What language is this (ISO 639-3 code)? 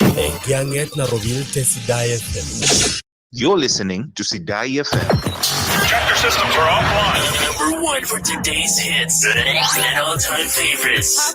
mas